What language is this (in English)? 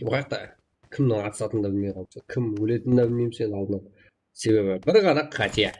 Kara-Kalpak